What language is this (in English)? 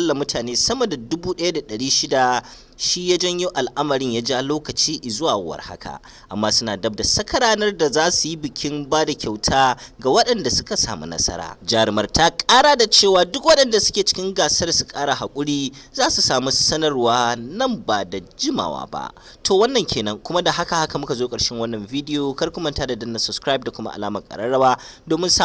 Hausa